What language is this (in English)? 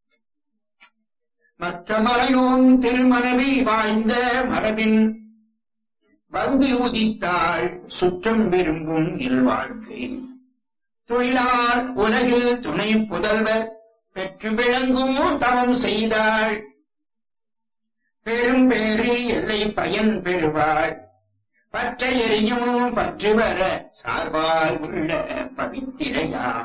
Tamil